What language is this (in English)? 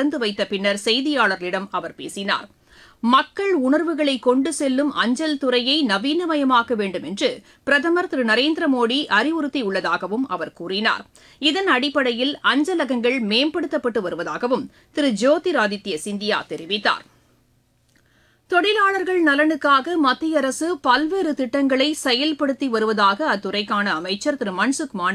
Tamil